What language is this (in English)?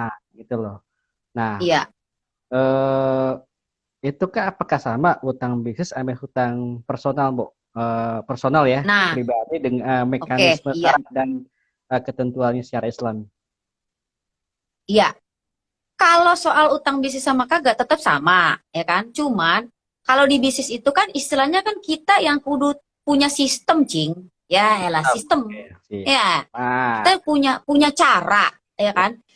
Betawi